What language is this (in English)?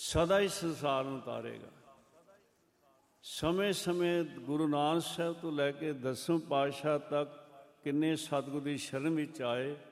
Punjabi